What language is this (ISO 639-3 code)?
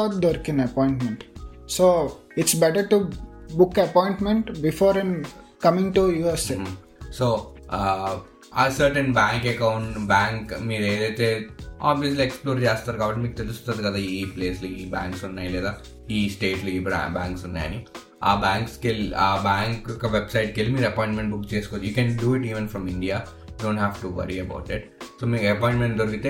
tel